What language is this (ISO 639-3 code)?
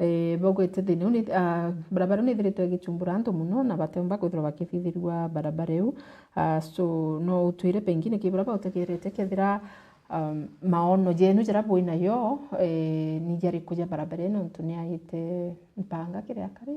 mer